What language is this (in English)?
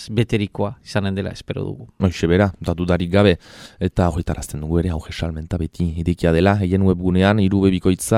Basque